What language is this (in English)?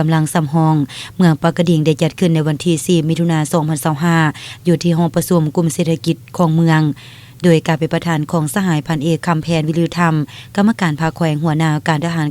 Lao